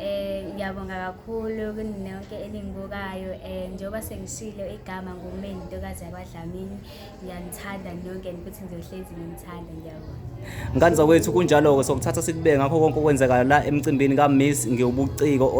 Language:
Zulu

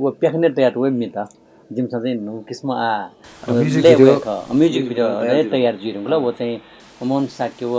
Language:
Newari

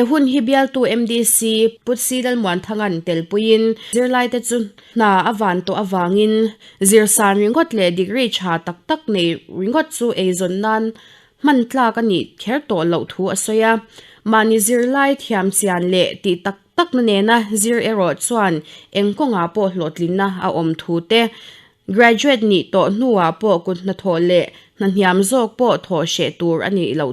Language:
Mizo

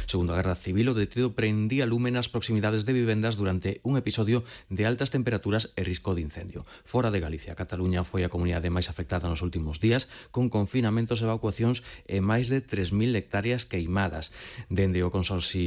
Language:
Galician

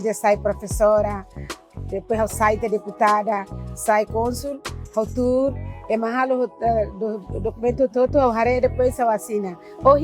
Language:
Tetum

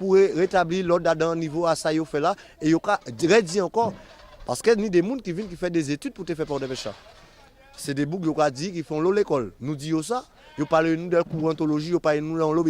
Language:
Guadeloupean Creole French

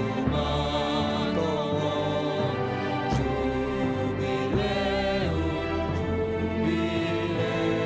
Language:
Batak Simalungun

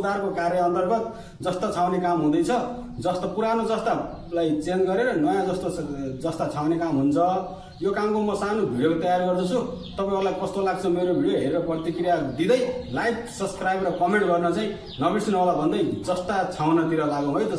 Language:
Nepali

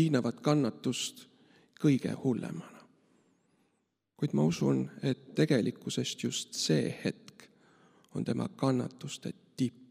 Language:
Estonian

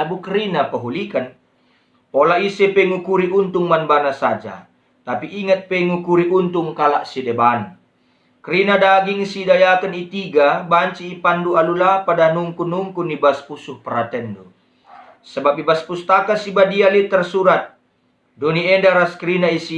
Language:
Batak Karo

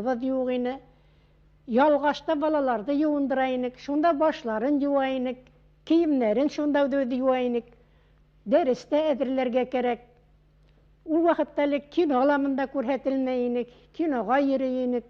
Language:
Bashkir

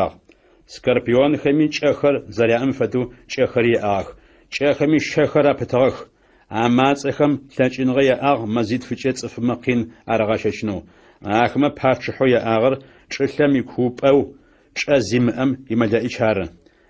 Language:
Adyghe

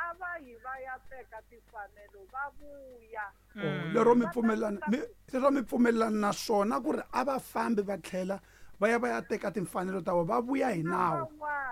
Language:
Tsonga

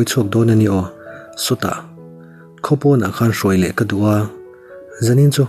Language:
Mizo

